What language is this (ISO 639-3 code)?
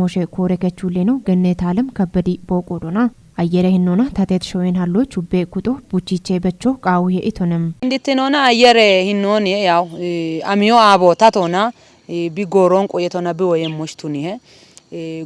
kbr